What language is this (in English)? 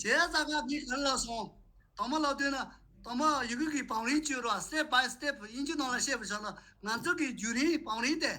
Tibetan